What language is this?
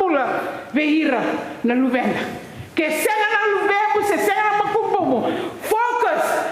Fijian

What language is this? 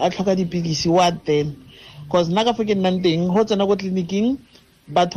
Tswana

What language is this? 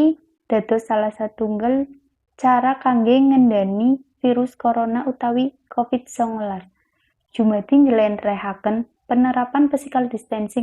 Javanese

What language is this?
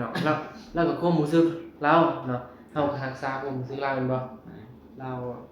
Northeastern Thai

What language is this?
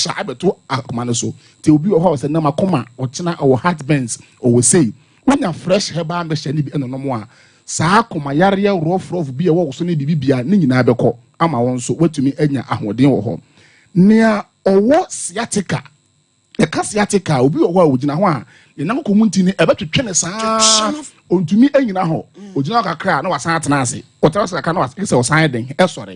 Akan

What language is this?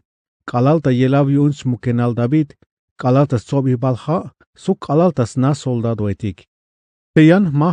Tzeltal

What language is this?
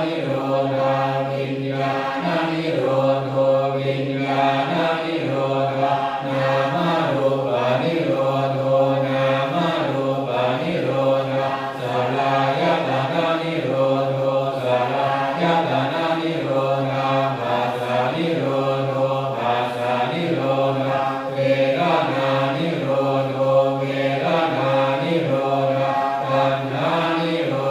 Pali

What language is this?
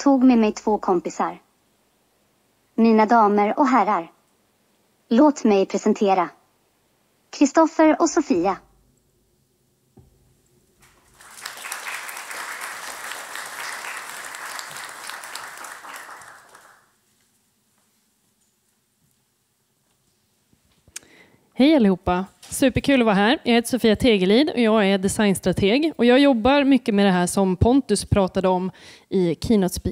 Swedish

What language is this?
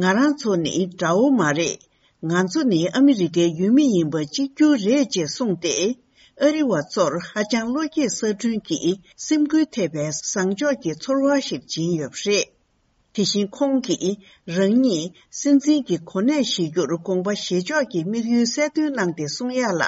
Tibetan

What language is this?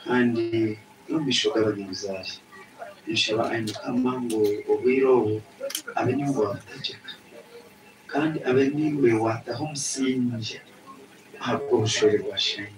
Nyankole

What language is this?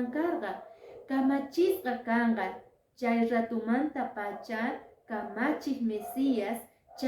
Quechua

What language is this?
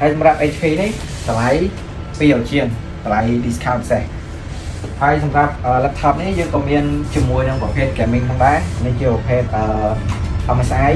Khmer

